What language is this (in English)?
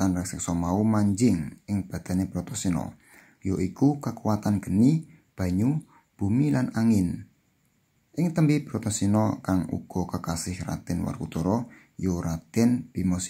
Javanese